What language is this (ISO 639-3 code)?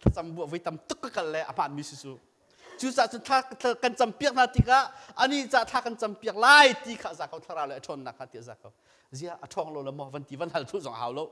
cnh